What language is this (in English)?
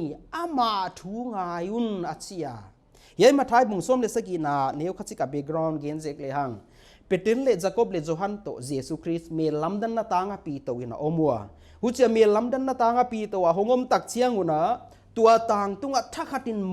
Paite Chin